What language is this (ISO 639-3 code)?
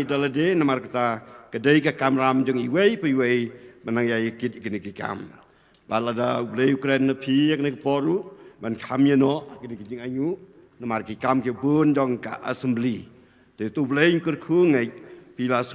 kha